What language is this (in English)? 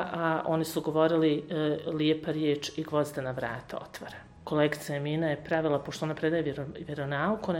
Bosnian